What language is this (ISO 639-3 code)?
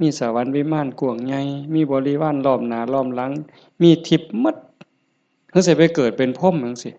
tts